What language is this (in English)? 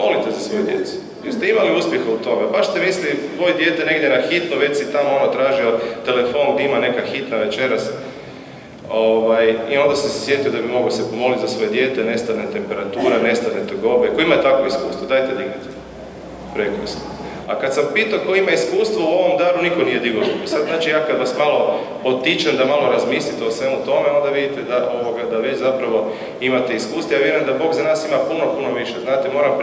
Croatian